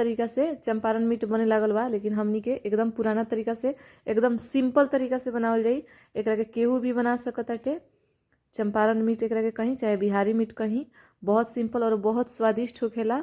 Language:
Bhojpuri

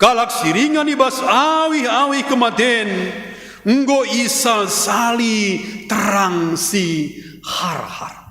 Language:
Batak Karo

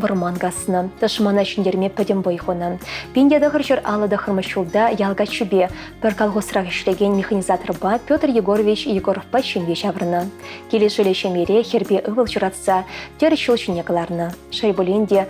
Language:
Chuvash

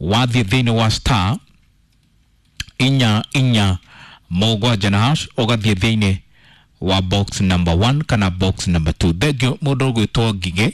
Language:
Kikuyu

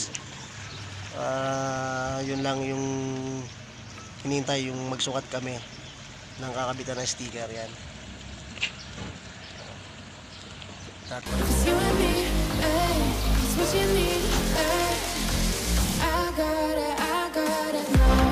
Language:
Filipino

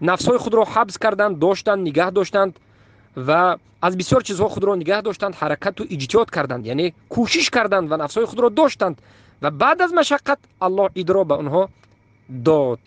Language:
Tajik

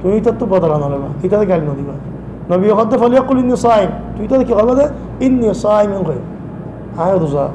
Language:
Rohingya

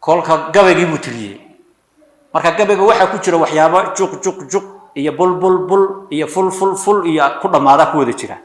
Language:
Somali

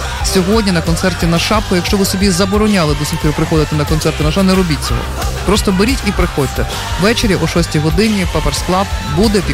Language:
Ukrainian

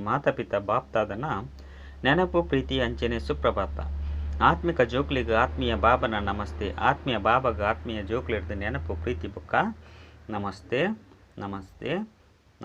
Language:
Tulu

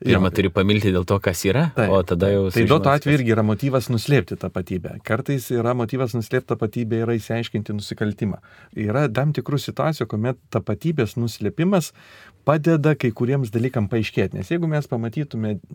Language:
Lithuanian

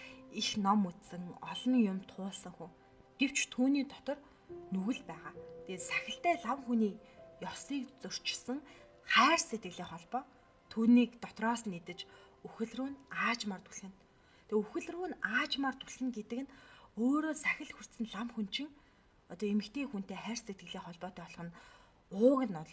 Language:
Mongolian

